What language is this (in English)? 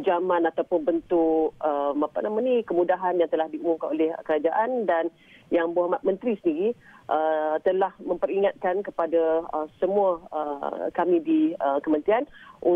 Malay